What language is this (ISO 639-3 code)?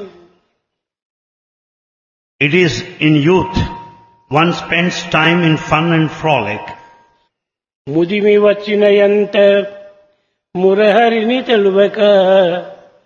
tel